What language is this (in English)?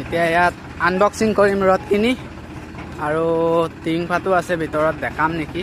Assamese